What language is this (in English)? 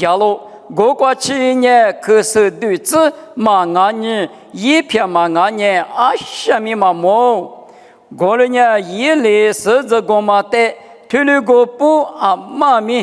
Lisu